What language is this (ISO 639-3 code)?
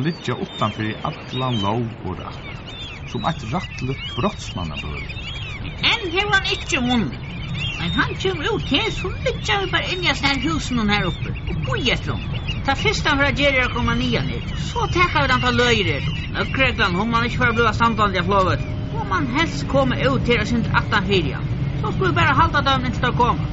fao